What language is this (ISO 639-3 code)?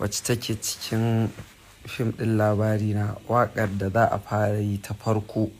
hau